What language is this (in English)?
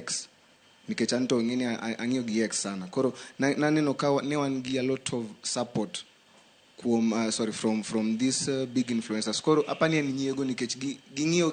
Luo (Kenya and Tanzania)